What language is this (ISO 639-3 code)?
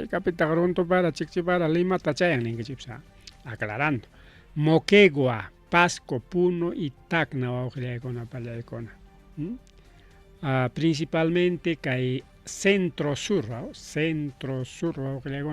quy